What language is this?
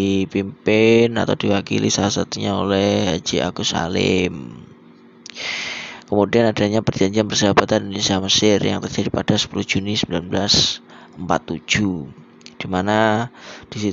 Indonesian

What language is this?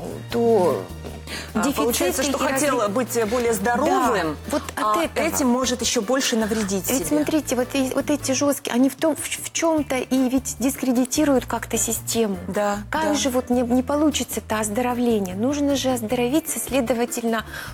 Russian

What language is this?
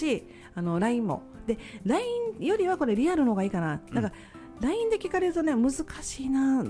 Japanese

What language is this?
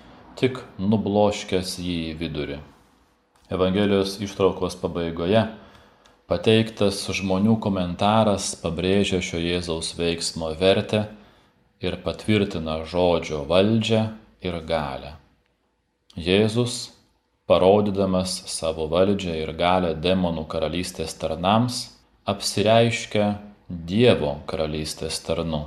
Lithuanian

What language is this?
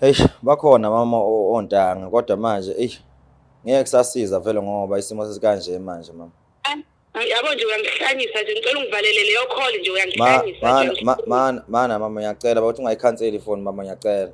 Zulu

